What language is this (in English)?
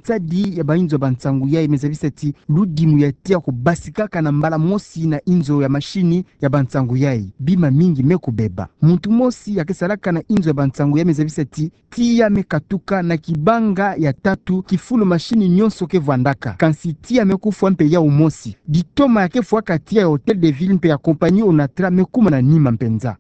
Kituba (Democratic Republic of Congo)